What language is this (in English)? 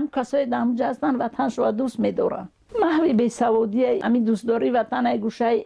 Tajik